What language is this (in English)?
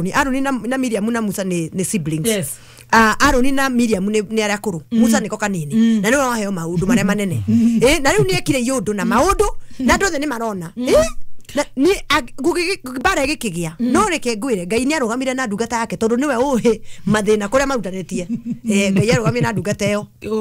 Kikuyu